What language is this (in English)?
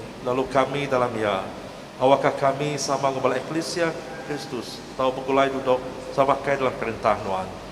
Iban